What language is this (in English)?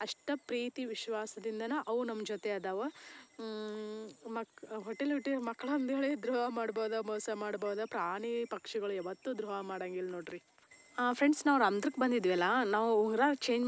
Kannada